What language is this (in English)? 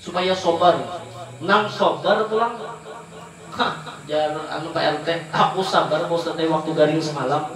Banjar